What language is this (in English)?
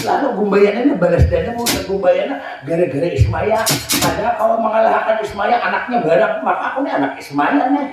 Banjar